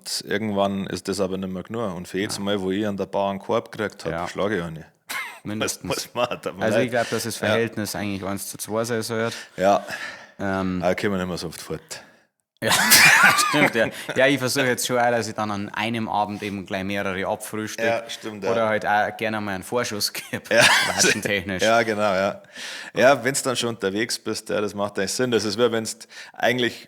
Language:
Bavarian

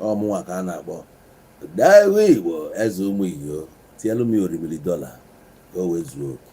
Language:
Igbo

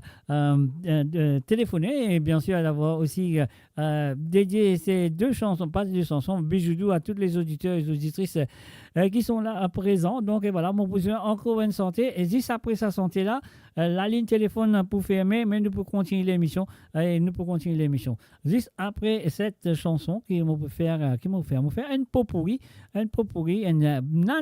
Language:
Morisyen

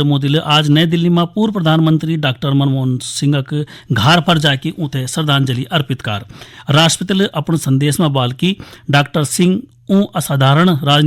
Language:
Garhwali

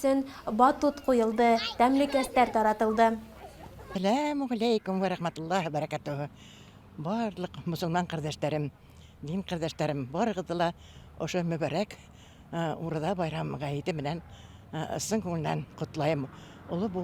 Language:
Bashkir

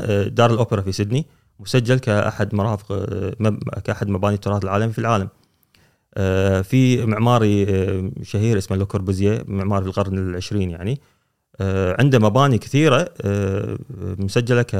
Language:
Gulf Arabic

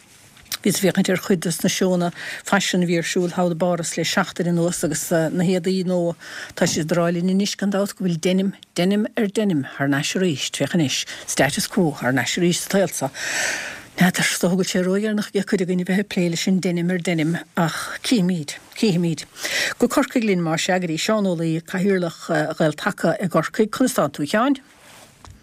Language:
Irish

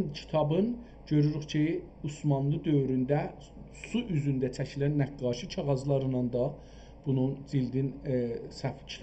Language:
South Azerbaijani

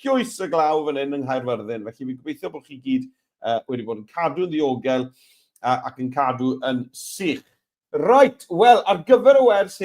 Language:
Welsh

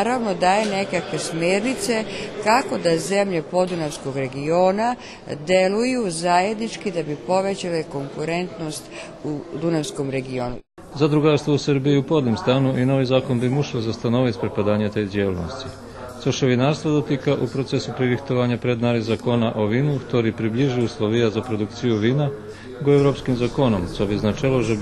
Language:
Rusyn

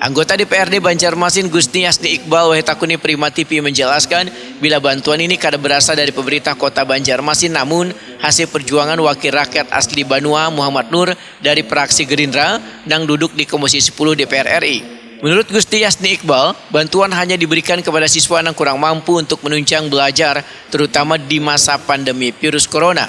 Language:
Banjar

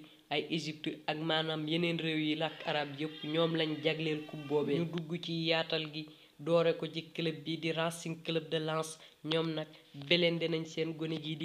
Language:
Wolof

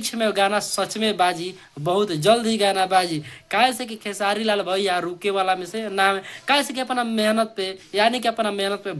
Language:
Bhojpuri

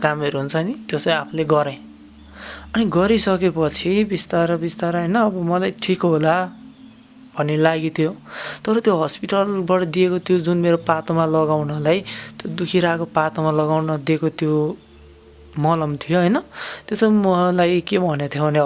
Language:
Nepali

